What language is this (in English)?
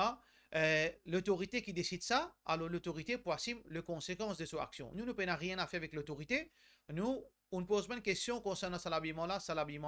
Morisyen